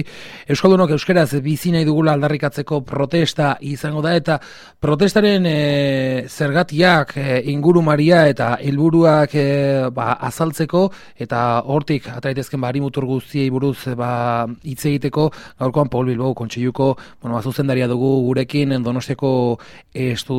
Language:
Basque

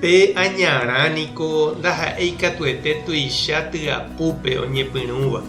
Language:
Guarani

